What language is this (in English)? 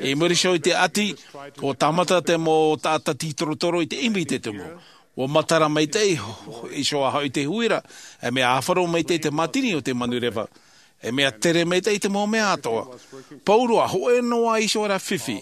Tahitian